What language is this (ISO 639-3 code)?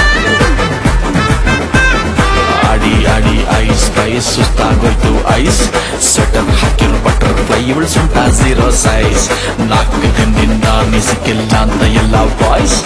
kan